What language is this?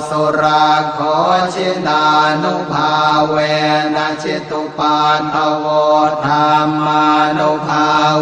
Pali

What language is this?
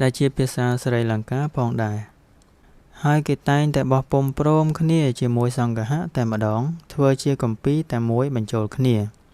Khmer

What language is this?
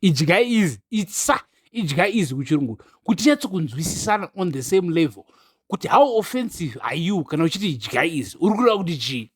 Shona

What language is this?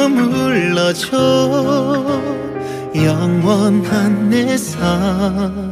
Korean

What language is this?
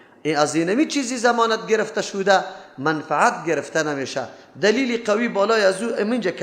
Persian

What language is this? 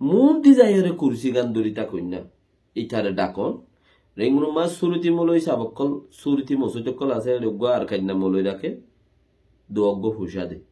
Rohingya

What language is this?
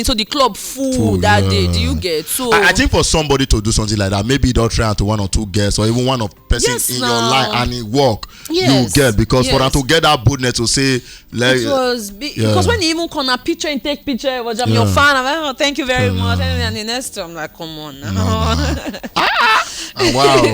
Nigerian Pidgin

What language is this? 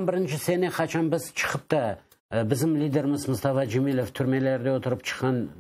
Crimean Tatar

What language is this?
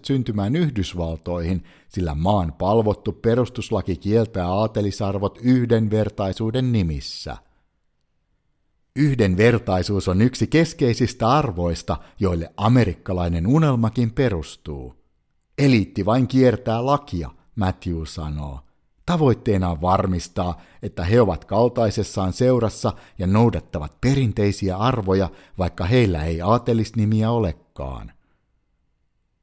Finnish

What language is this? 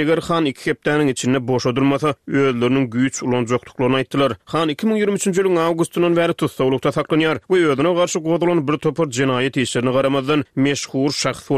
Turkmen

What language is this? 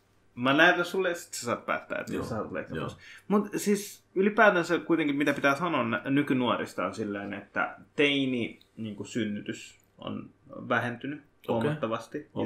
Finnish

